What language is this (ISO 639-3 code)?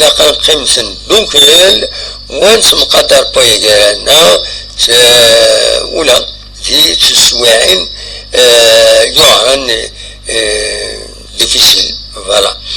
kab